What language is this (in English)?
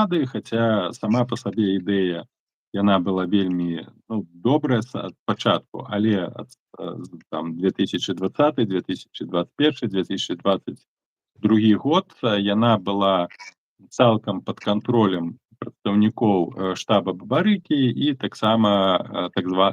Belarusian